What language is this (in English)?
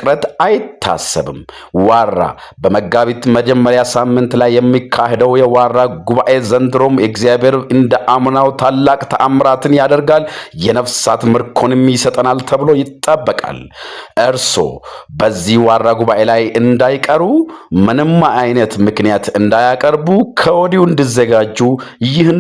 Amharic